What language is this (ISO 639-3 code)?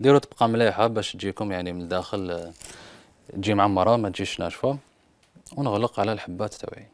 arq